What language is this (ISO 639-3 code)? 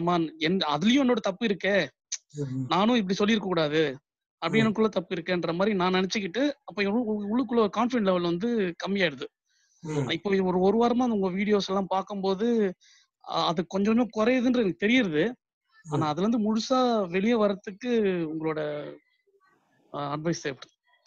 tam